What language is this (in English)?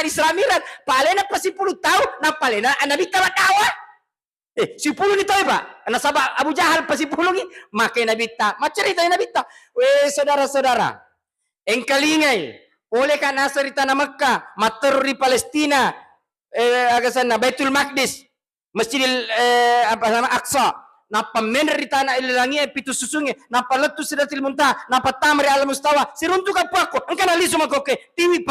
Buginese